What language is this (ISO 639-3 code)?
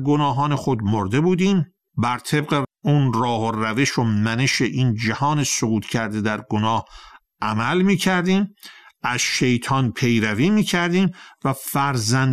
fas